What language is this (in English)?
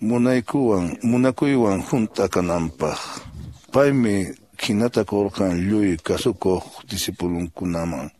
Quechua